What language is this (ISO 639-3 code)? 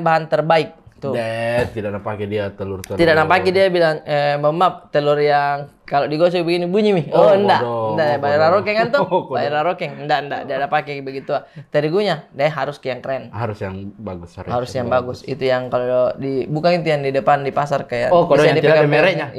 mfp